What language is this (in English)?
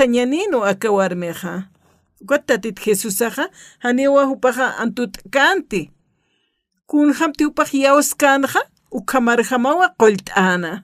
Aymara